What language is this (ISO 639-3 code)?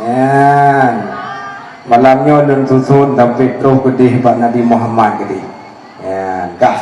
ace